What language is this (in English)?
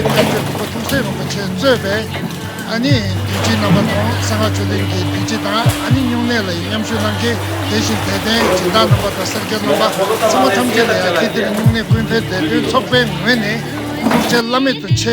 Tibetan